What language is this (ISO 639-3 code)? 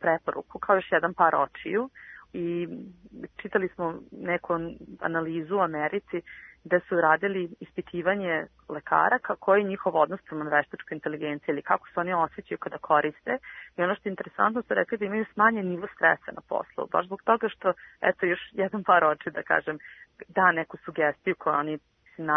srp